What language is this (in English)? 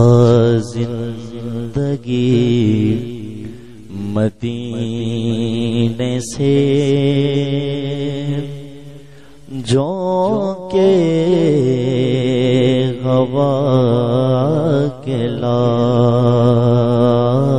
Urdu